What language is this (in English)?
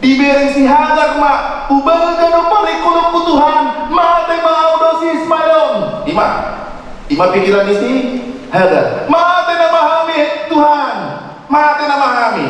Batak Toba